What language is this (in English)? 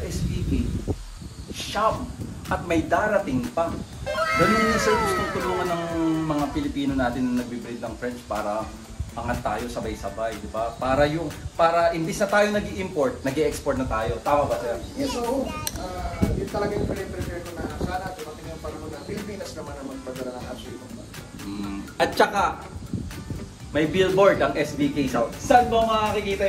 Filipino